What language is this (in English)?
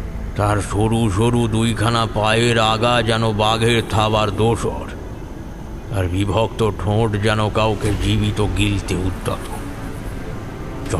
Bangla